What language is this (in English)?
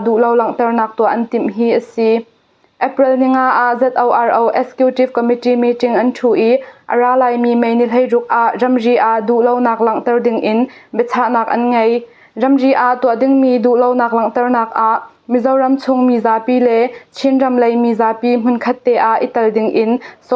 Hakha Chin